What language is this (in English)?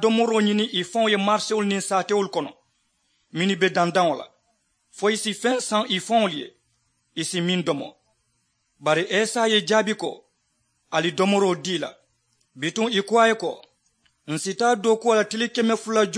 Mandingo